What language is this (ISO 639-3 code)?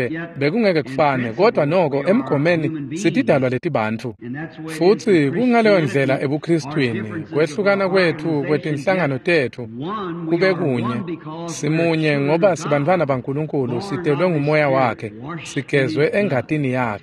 ssw